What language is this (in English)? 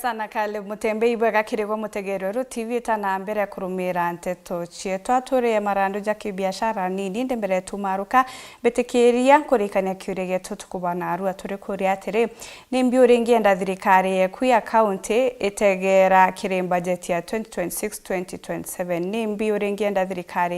Meru